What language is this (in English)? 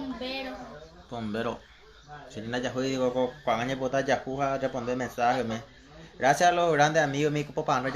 Guarani